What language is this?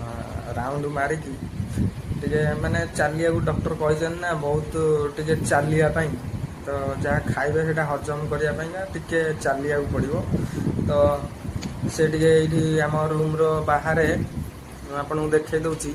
Odia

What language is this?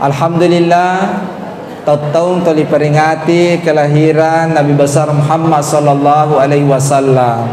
Buginese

